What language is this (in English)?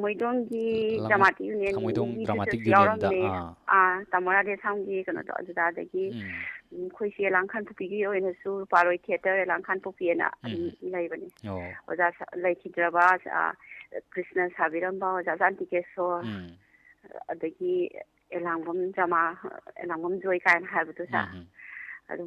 Manipuri